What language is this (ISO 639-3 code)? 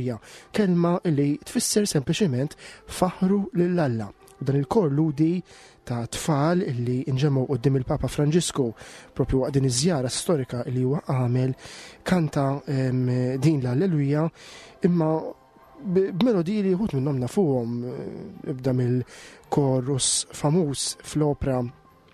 mlt